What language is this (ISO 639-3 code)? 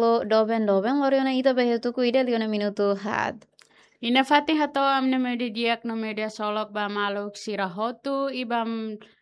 tet